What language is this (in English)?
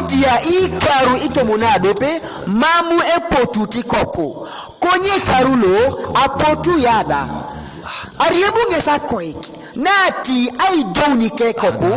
Teso